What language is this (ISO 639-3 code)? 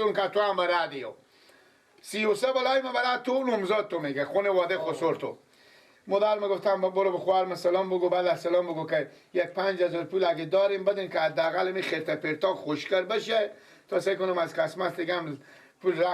fas